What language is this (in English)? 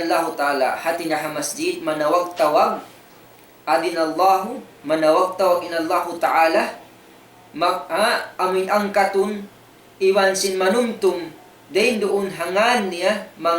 Tausug